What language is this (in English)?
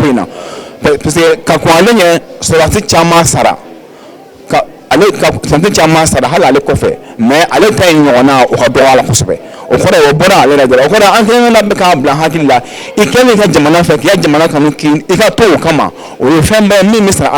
Bambara